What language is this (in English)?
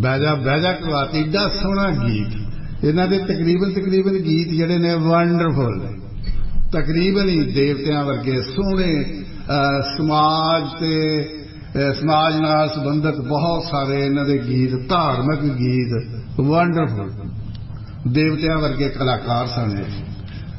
Punjabi